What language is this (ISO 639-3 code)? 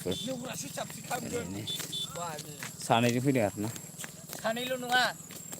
brx